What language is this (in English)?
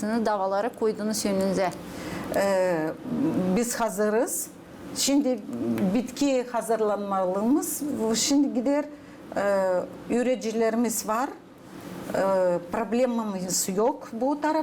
Gagauz